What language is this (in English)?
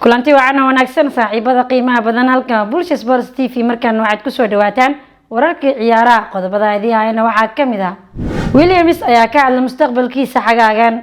Somali